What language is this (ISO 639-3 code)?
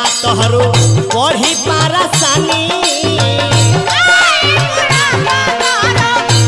bho